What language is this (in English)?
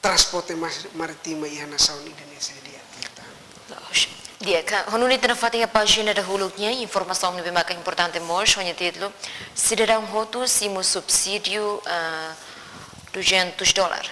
Tetum